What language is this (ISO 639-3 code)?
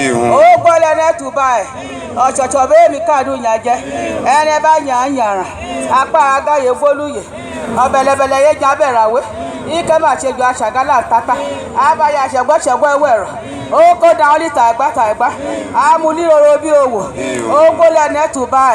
yor